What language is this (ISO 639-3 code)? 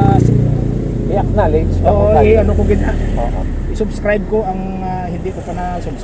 hil